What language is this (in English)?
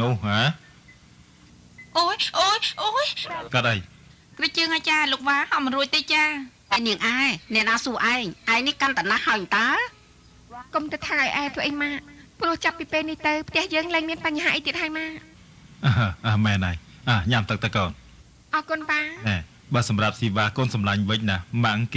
Khmer